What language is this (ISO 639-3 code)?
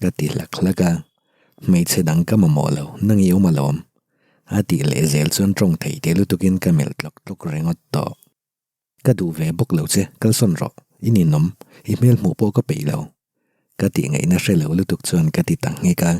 lus